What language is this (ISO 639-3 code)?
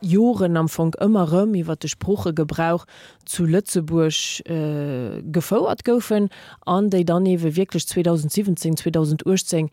ltz